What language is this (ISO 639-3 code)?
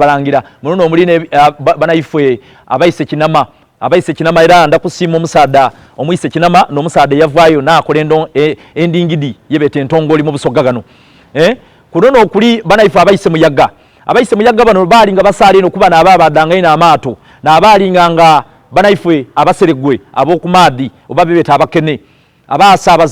xog